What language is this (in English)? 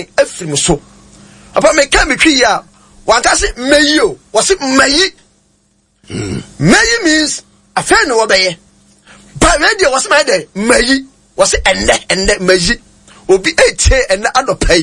Akan